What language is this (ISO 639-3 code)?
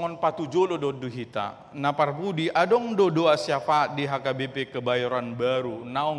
bbc